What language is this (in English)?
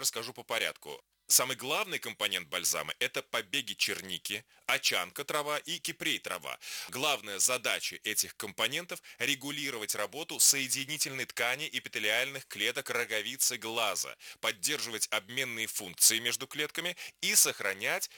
Russian